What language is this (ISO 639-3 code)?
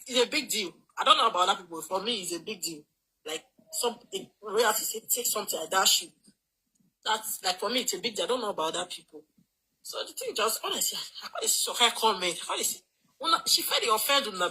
pcm